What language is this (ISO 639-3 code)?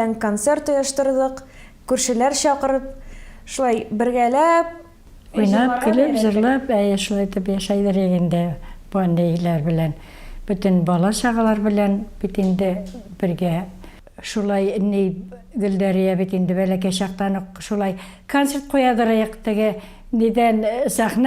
tat